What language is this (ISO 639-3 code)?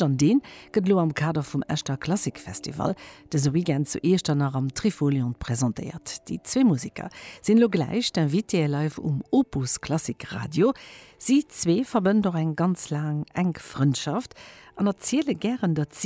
ltz